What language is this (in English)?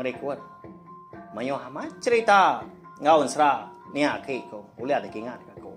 Iban